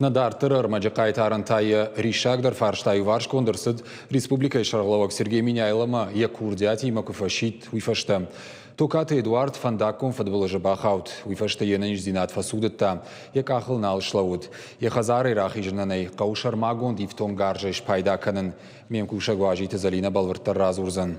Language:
Ossetic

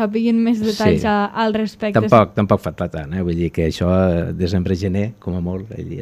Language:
Catalan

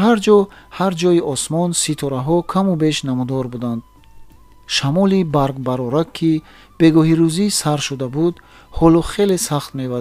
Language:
Tajik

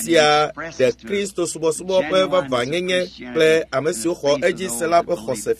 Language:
Ewe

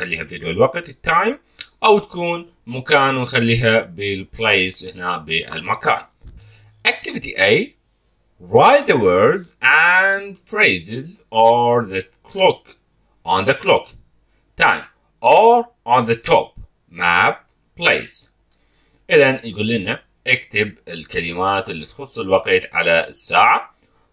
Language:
Mesopotamian Arabic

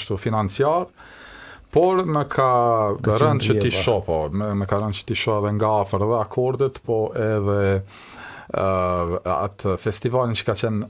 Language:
Albanian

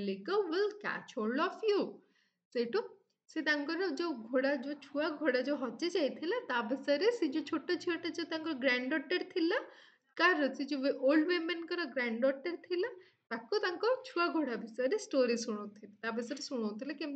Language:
Odia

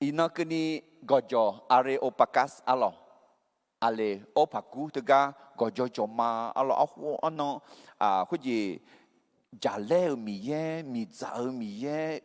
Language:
Akha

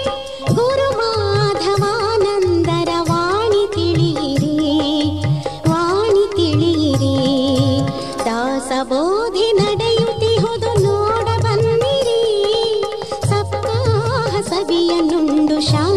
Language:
Kannada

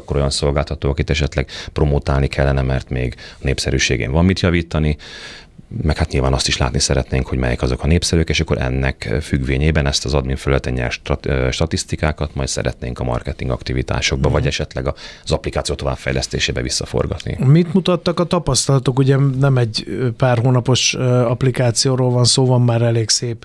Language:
Hungarian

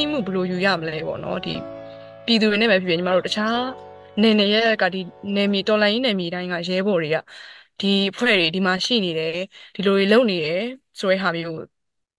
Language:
Burmese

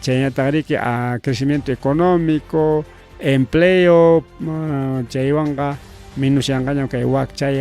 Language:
Ayacucho Quechua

